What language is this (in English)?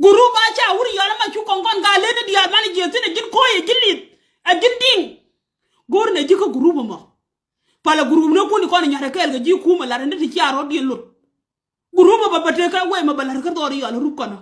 Nuer